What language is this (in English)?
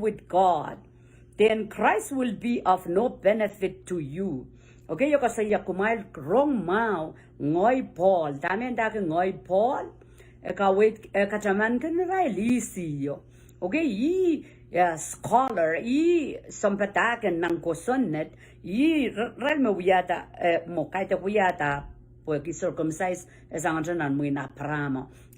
Pohnpeian